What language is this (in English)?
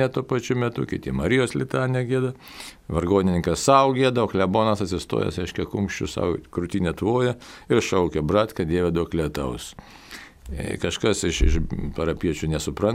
Lithuanian